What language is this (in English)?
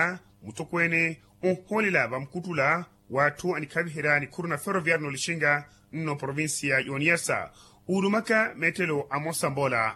Makhuwa